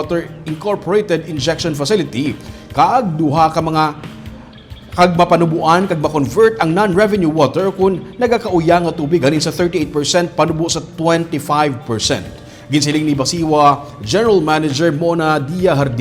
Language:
Hiligaynon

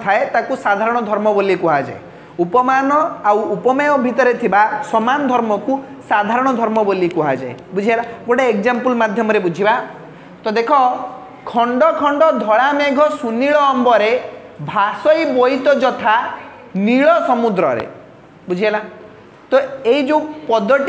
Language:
Odia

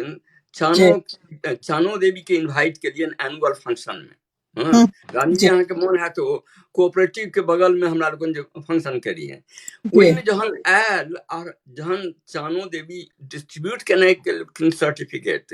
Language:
Maithili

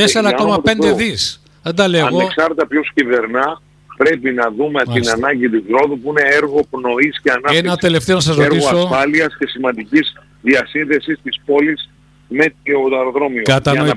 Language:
Greek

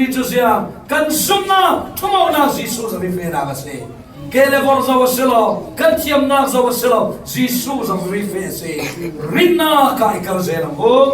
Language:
Falam Chin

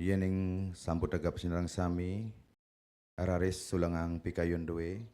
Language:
Balinese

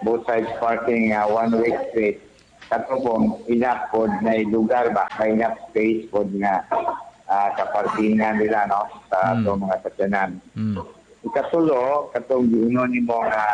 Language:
Cebuano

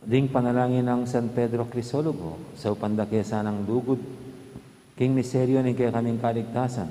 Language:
Pampanga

